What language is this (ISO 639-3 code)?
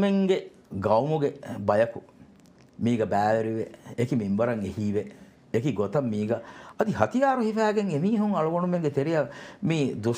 div